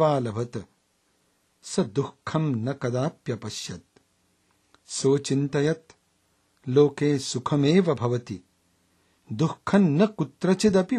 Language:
Sanskrit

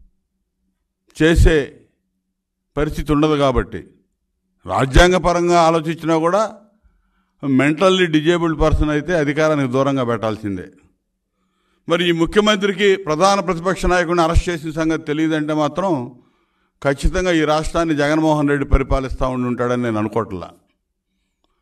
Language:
Telugu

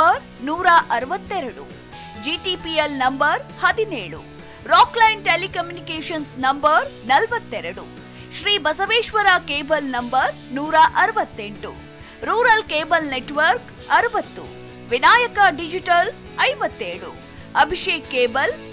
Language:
Kannada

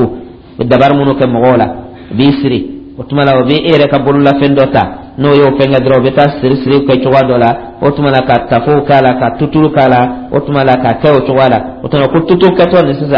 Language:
Dyula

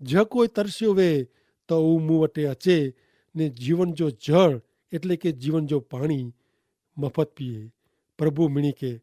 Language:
Kachhi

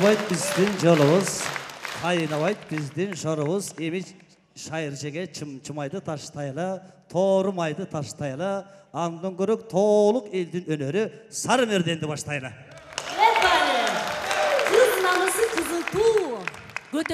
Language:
Kyrgyz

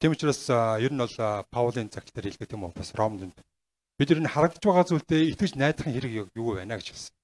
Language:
Mongolian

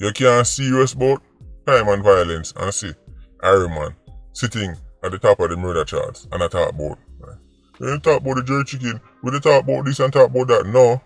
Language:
Jamaican Creole English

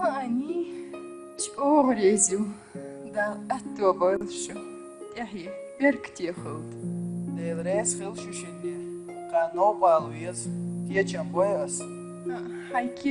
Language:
Chechen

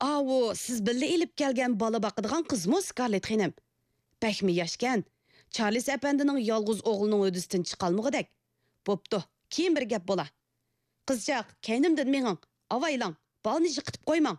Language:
Uyghur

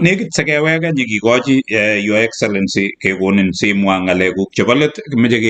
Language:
Kalenjin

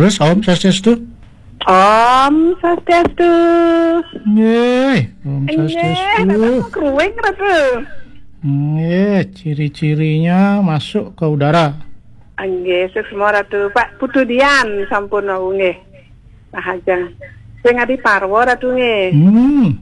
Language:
Balinese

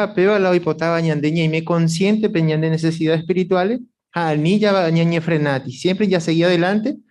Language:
Guarani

